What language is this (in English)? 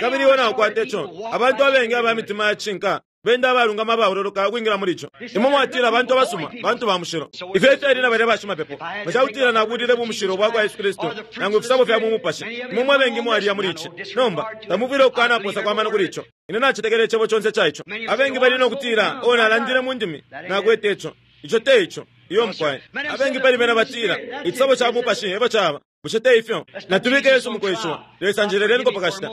Bemba